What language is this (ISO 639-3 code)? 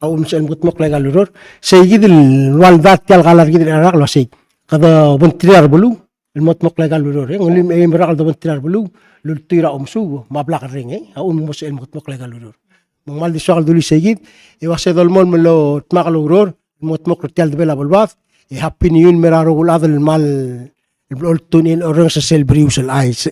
pau